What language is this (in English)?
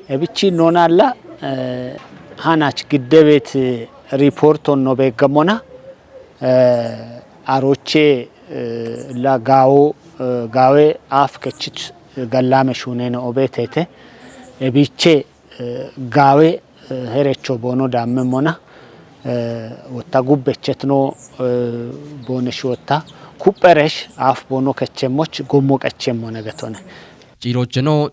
Kafa